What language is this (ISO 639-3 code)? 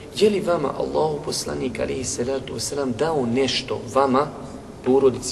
bos